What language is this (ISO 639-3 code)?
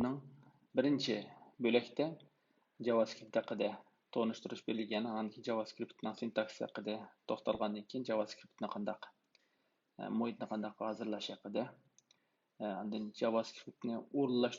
uig